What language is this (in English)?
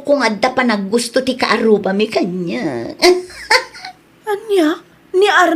Iloko